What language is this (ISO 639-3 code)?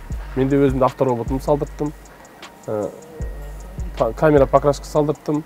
kaz